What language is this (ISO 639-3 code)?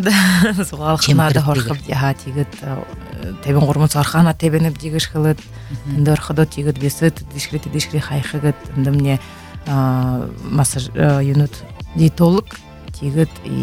bua